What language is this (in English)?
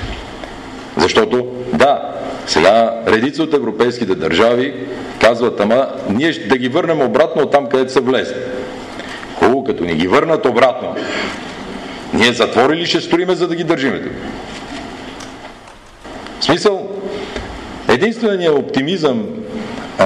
Bulgarian